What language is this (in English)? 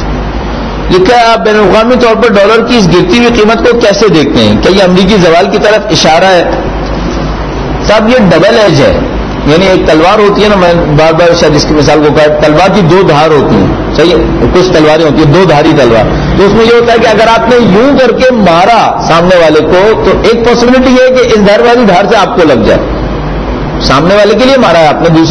Urdu